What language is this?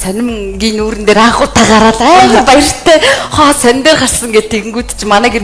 Mongolian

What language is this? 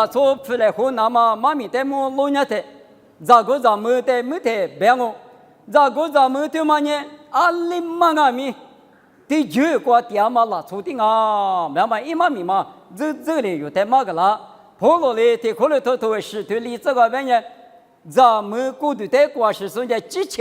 Lisu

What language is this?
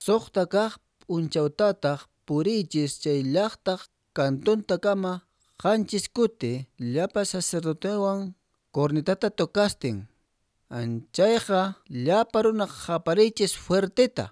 Quechua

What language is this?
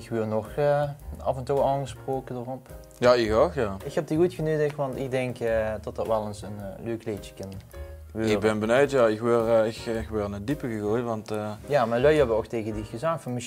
Limburgish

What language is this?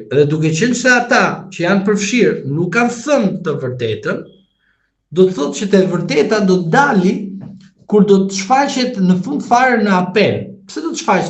Albanian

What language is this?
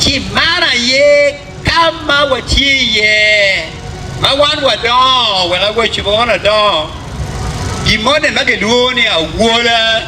Acoli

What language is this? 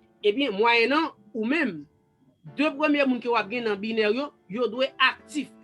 Haitian Creole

